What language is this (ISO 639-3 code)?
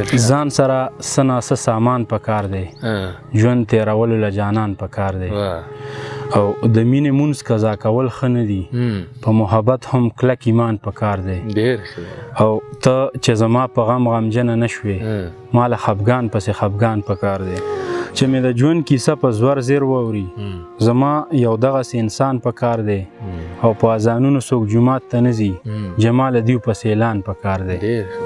pus